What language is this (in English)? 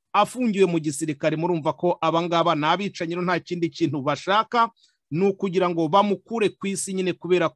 Kinyarwanda